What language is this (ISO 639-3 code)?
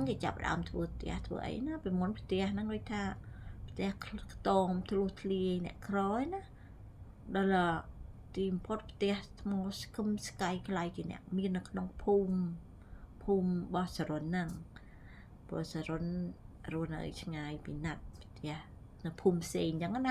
khm